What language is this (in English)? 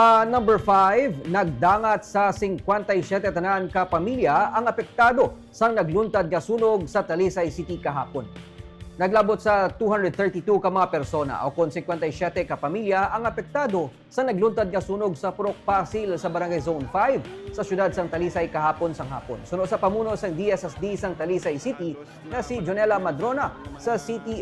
Hiligaynon